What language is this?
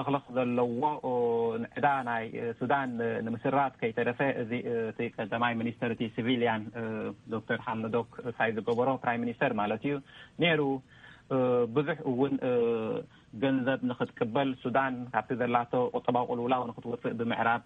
Tigrinya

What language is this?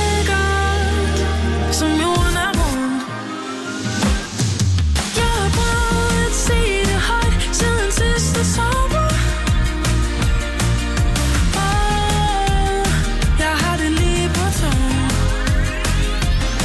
Danish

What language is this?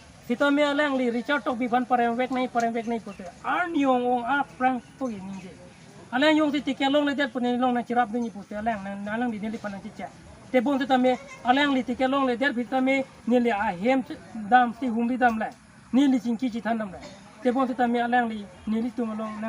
Karbi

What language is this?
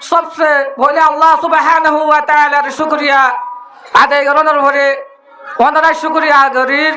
Rohingya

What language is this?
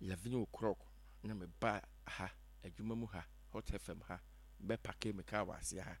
Akan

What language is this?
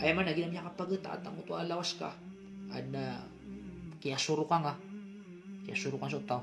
Maranao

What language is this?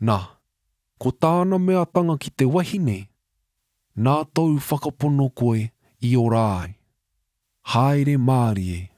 Māori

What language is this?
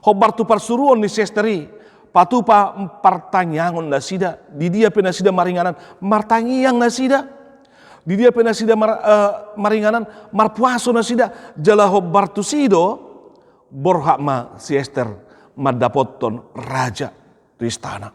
Batak Toba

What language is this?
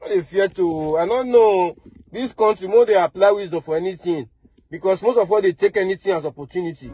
Nigerian Pidgin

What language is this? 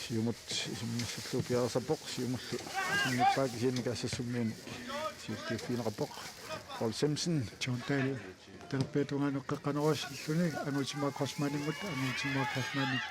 Kalaallisut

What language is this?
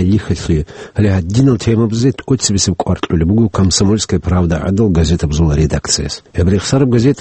Avaric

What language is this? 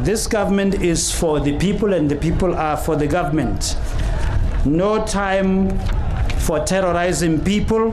Tswana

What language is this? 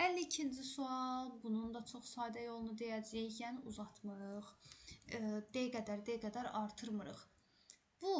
Azerbaijani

